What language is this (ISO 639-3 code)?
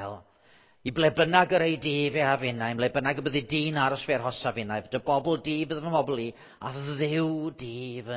cym